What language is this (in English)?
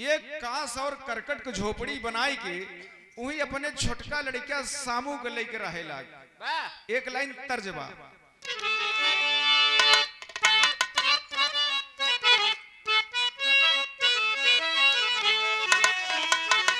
Bhojpuri